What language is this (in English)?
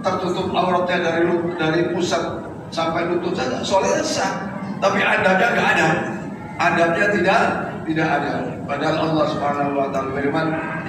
Indonesian